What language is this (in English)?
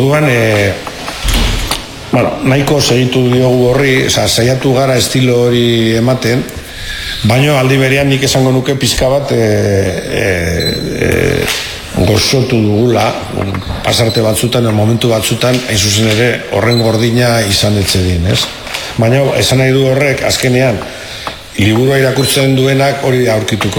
Basque